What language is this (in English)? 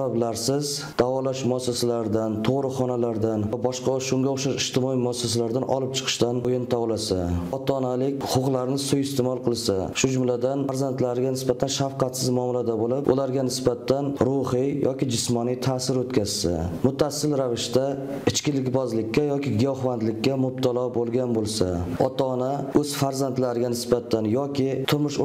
Uzbek